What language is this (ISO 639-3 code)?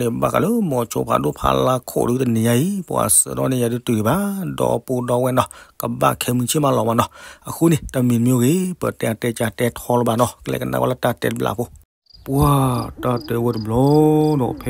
ksw